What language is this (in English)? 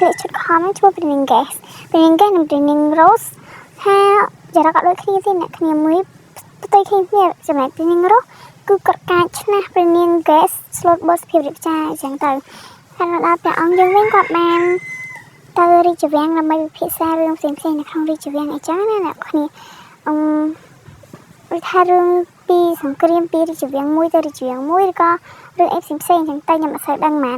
Khmer